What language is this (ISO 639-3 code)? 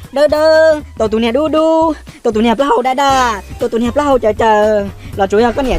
hmn